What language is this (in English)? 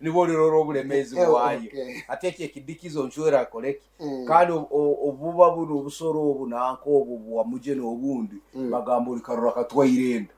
Nyankole